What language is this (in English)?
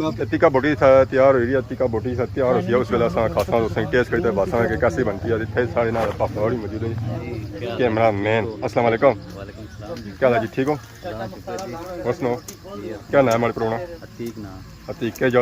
Pahari-Potwari